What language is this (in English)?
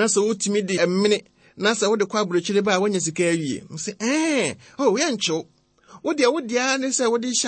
Akan